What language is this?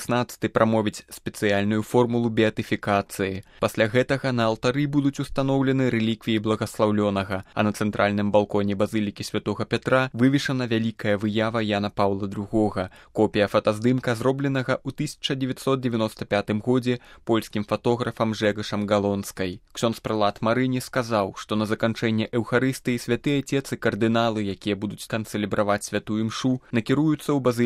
Belarusian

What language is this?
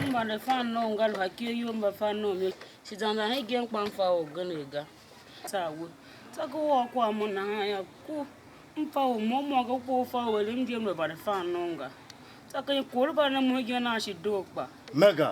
Tiv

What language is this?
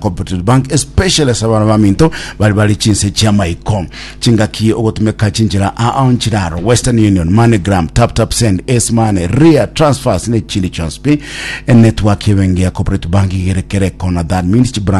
Gusii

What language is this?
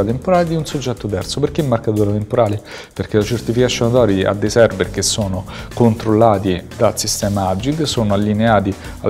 Italian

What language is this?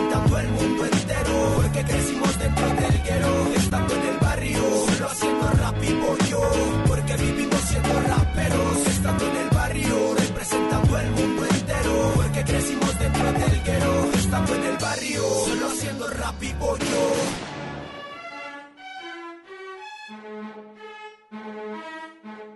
Spanish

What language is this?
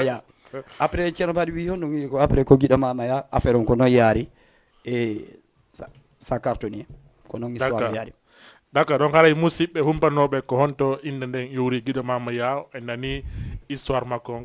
Fula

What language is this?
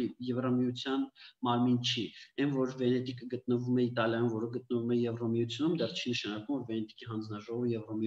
Armenian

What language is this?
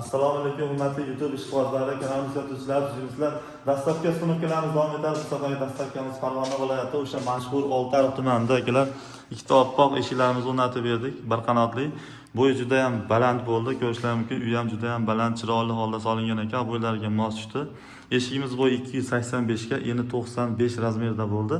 Uzbek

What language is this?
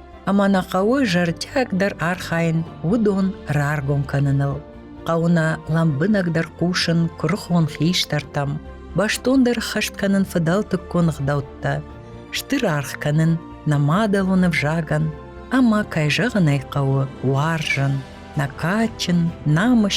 Ossetic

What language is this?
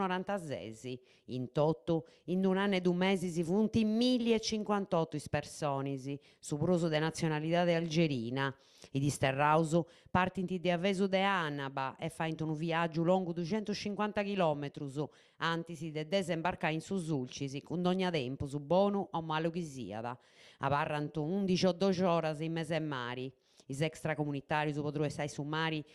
Sardinian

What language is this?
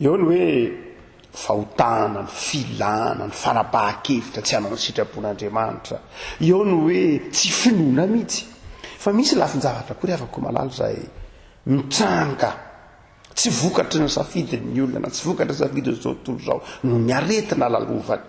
Malagasy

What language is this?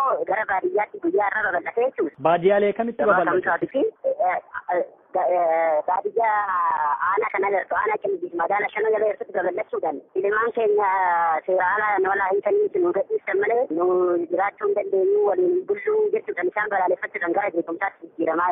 Oromo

